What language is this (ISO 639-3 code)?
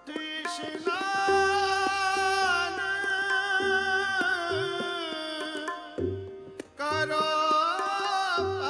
pan